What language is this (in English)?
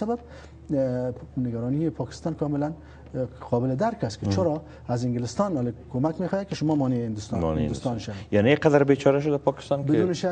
Persian